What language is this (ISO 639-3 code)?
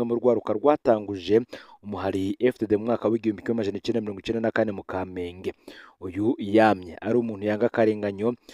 run